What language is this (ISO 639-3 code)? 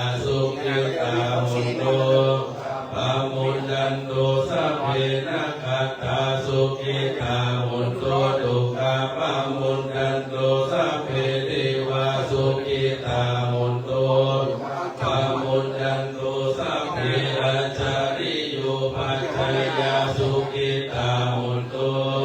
pli